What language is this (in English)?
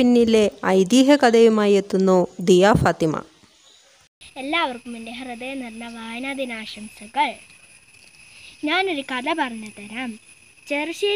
Malayalam